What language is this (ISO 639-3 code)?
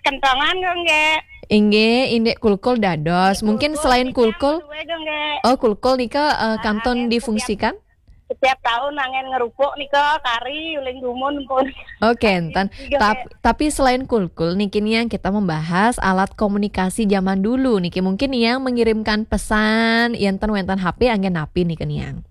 ban